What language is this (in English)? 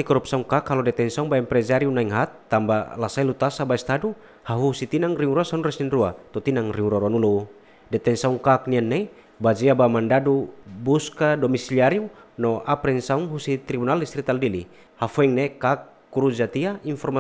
Tetum